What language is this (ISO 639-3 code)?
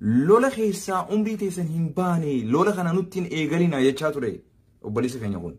orm